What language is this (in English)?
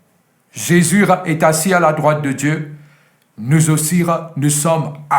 Morisyen